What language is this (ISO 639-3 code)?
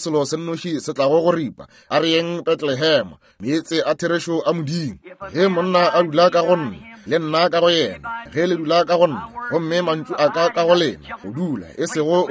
nso